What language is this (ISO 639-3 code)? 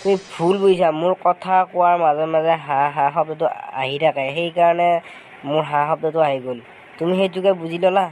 asm